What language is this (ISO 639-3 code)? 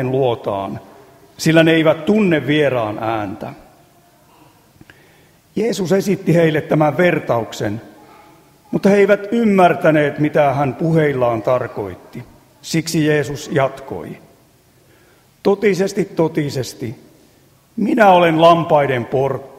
fin